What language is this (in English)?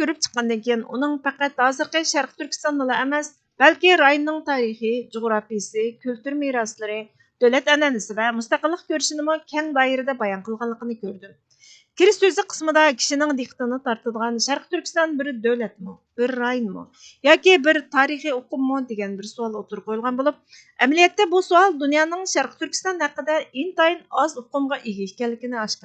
Uyghur